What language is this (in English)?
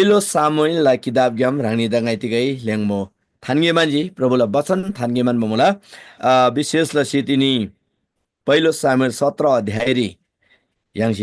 Eastern Tamang